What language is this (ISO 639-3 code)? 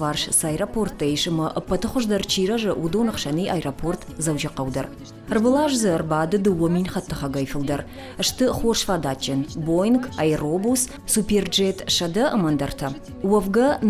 oss